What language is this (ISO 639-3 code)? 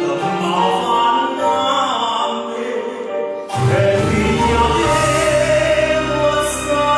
nap